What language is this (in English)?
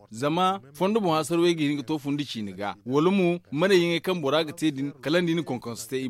Zarma